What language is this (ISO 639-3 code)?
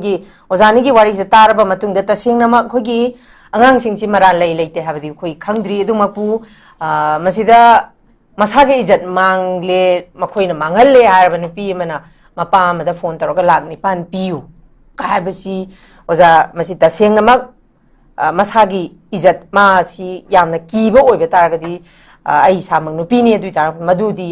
mni